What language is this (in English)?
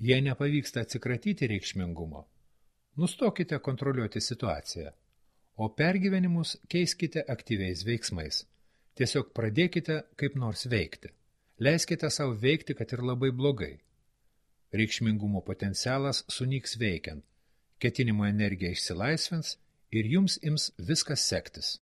Lithuanian